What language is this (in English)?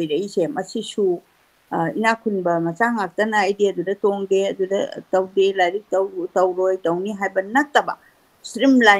Manipuri